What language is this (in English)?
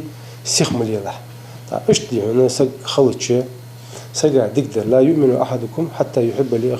Ingush